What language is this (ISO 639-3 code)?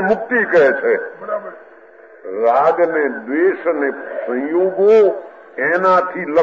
guj